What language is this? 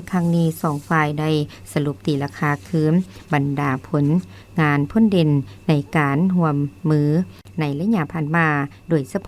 Lao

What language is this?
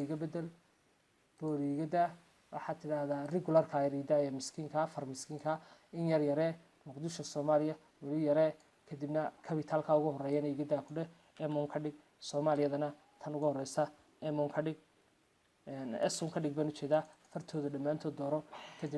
Somali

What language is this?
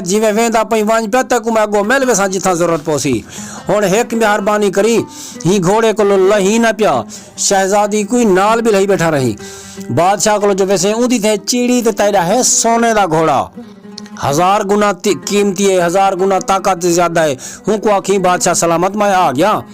Saraiki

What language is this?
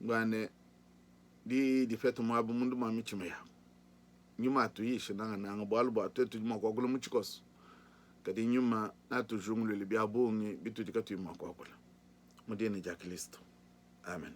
Luba-Lulua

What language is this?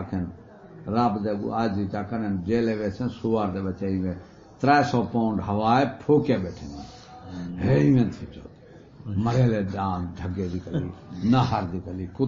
Saraiki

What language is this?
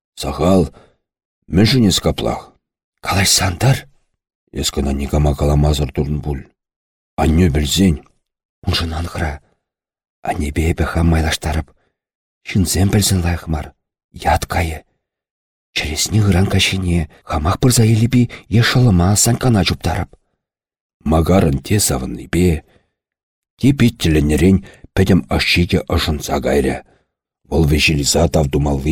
Chuvash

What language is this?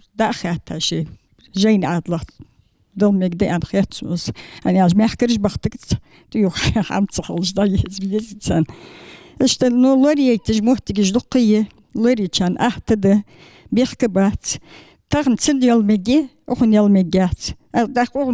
Ingush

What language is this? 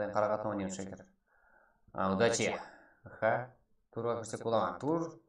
Kara-Kalpak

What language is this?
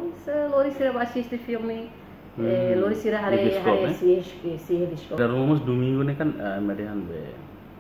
Tetum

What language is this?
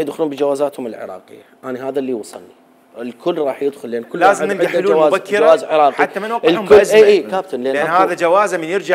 Mesopotamian Arabic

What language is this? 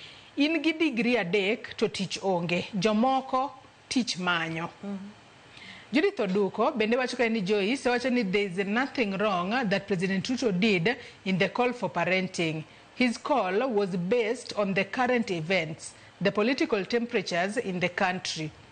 Luo (Kenya and Tanzania)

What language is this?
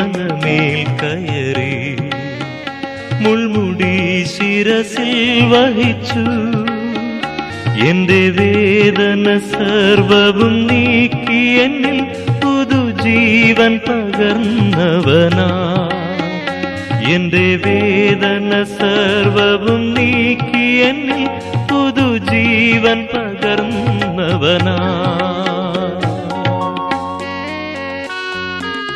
Malayalam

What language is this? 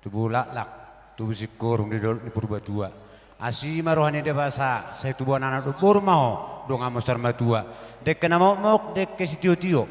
Batak Toba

